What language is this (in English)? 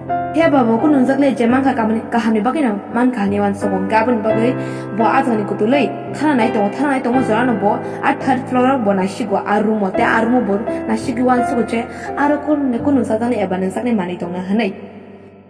Kok Borok